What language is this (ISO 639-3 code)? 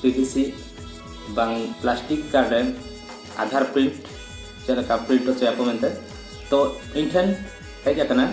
sat